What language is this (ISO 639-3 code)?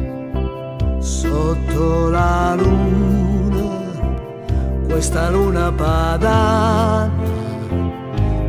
ita